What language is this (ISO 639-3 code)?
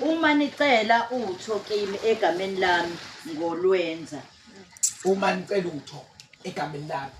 zul